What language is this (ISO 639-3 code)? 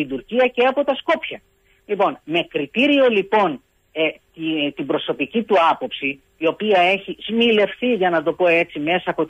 ell